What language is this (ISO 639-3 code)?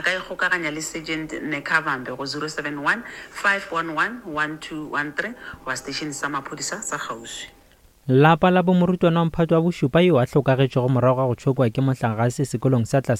nso